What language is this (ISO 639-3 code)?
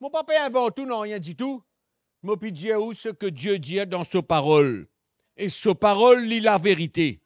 mfe